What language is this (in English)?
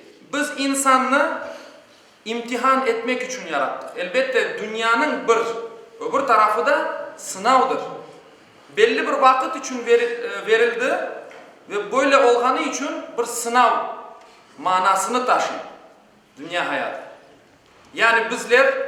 Crimean Tatar